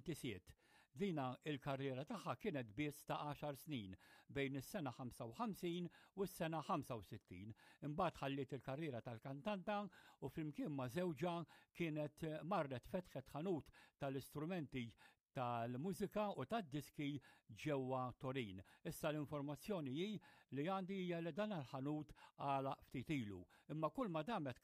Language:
Maltese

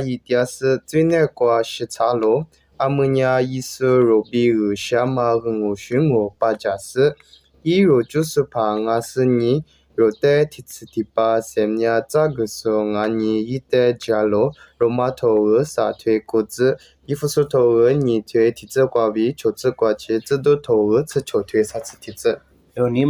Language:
Lisu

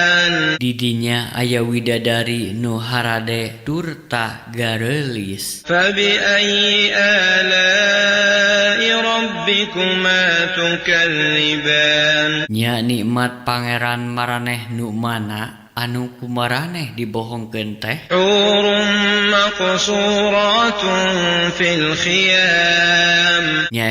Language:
Sundanese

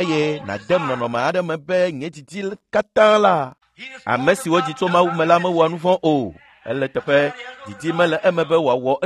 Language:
Ewe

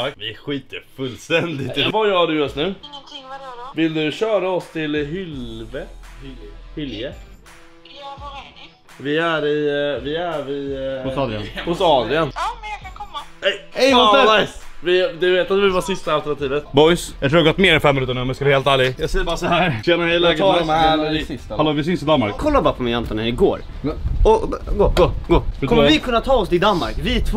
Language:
Swedish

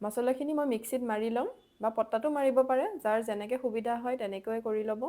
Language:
Assamese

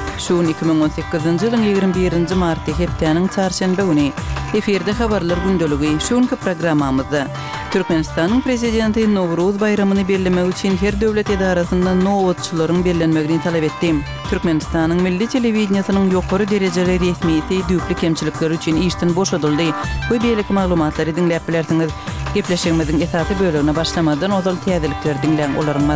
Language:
Turkmen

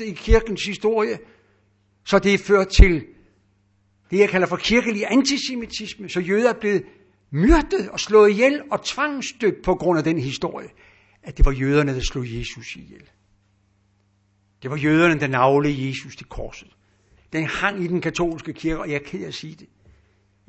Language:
Danish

